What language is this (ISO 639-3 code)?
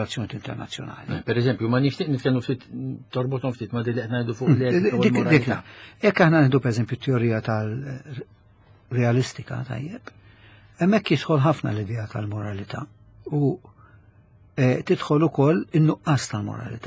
mlt